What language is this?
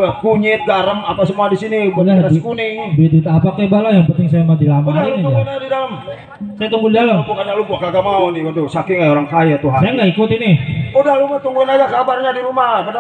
Betawi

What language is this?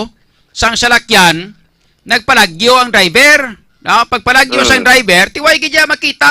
Hiligaynon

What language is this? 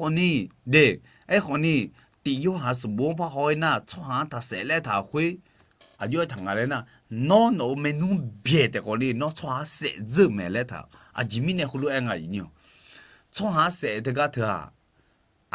Akha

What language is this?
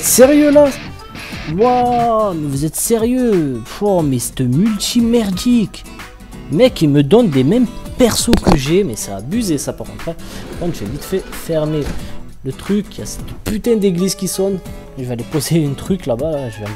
French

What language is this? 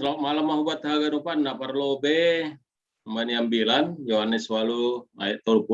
Batak Simalungun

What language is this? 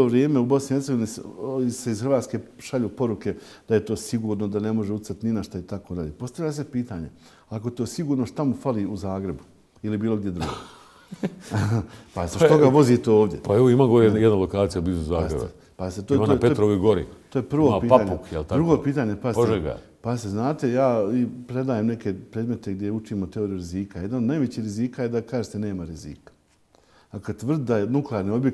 Bosnian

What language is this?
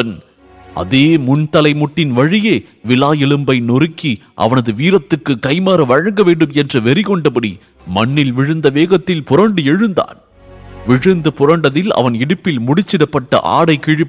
Tamil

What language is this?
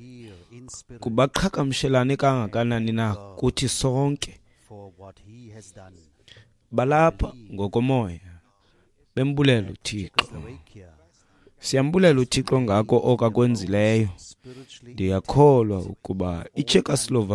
Xhosa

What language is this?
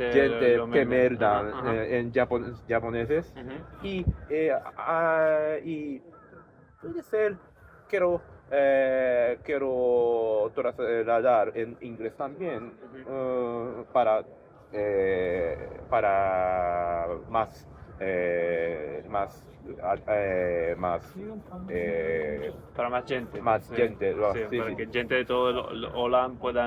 Ladino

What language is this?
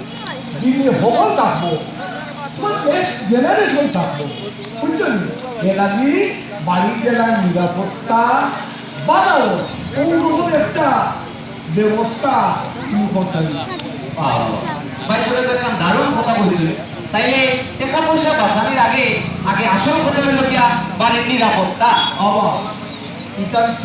Sylheti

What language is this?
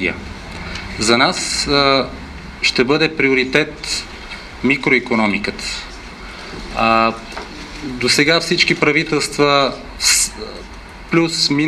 Bulgarian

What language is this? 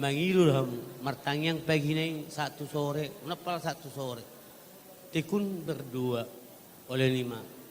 Batak Toba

